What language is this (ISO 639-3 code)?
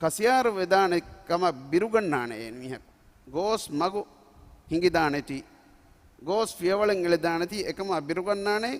div